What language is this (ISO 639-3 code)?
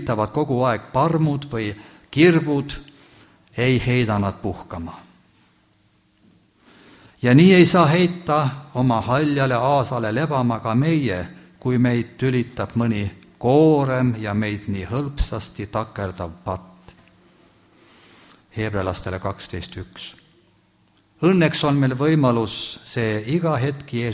est